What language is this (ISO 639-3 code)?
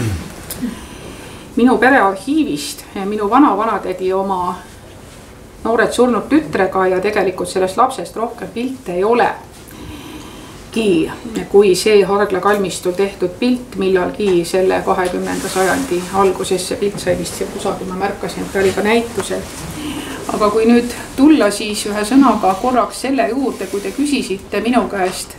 est